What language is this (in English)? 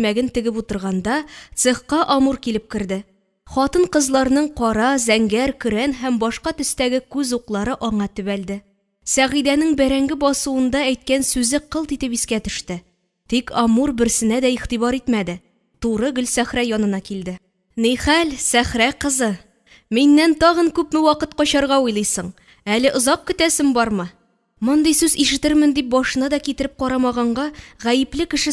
Tatar